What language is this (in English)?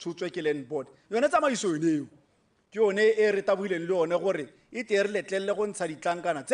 Tswana